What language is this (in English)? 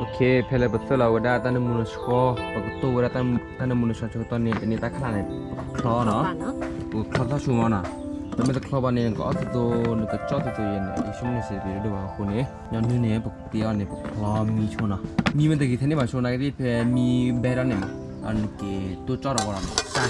S'gaw Karen